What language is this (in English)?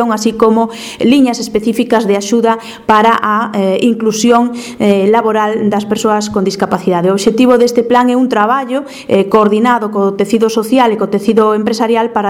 Galician